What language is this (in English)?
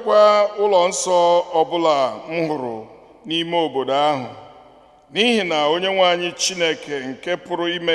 Igbo